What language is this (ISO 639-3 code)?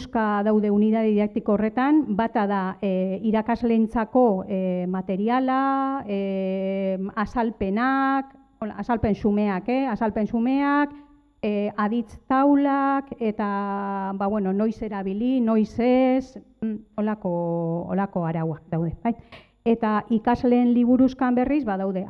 eus